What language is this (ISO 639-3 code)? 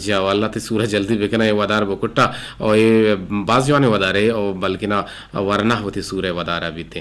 bgp